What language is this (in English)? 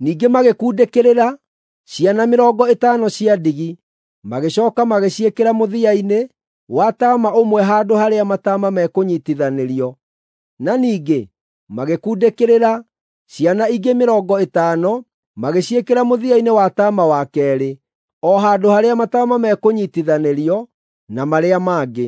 Kikuyu